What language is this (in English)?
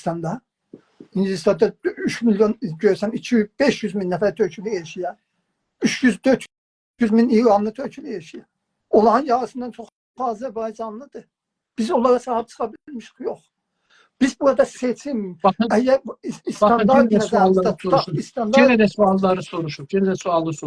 South Azerbaijani